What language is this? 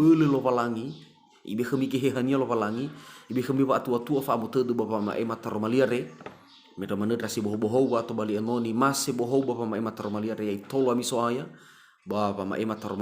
Nias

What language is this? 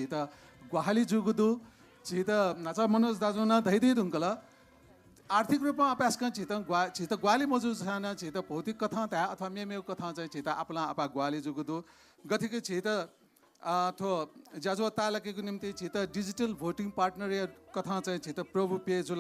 Newari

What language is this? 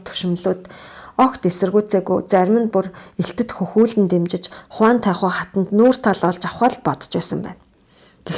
Mongolian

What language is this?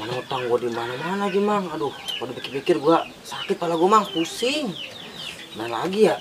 Betawi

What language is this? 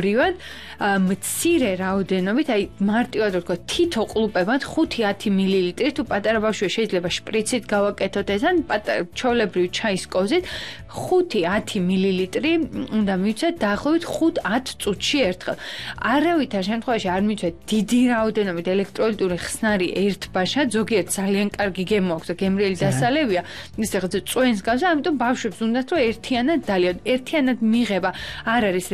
Georgian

